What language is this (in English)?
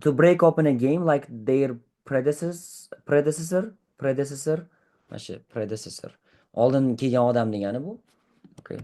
Uzbek